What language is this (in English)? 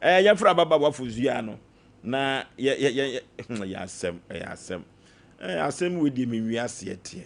Akan